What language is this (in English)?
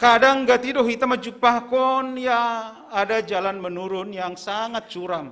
Batak Simalungun